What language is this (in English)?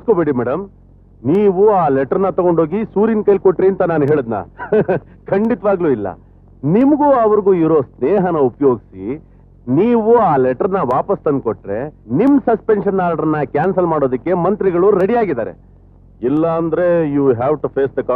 Kannada